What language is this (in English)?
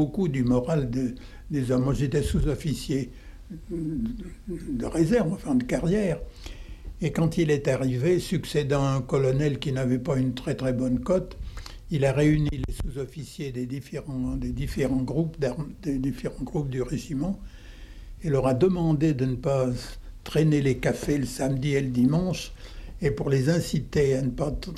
French